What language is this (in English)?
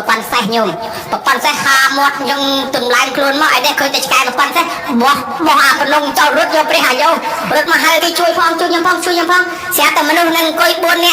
Khmer